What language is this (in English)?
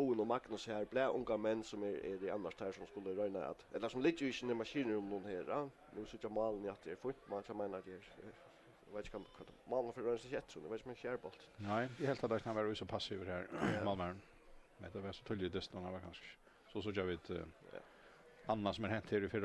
Faroese